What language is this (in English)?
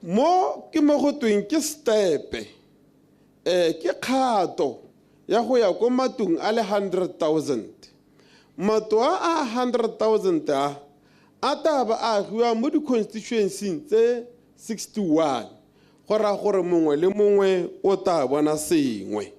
Tswana